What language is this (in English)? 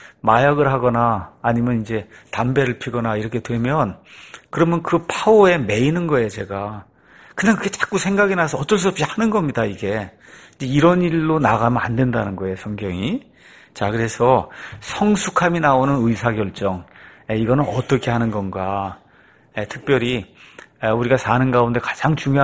Korean